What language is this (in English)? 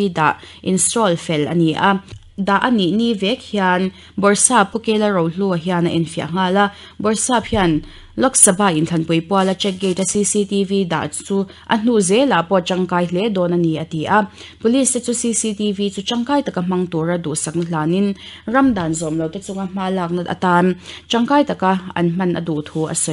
Mizo